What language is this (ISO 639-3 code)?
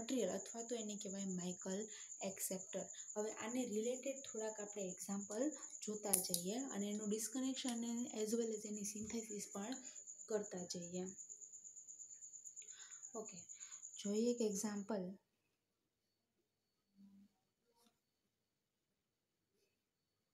guj